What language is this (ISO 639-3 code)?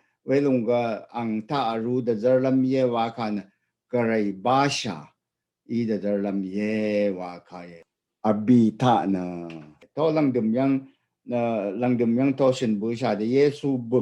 raw